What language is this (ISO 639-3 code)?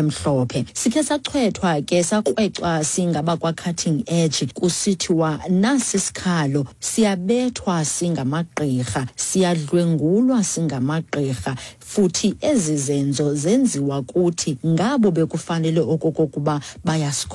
xho